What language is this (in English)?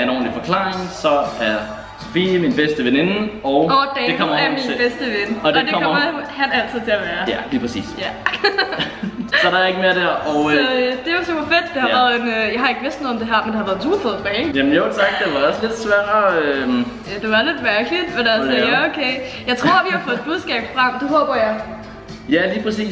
Danish